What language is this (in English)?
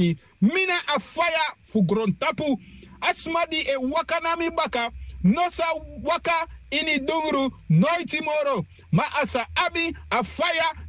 Sranan Tongo